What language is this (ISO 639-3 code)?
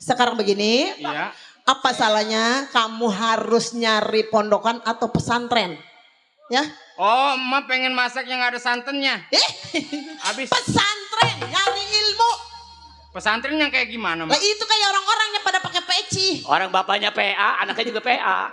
bew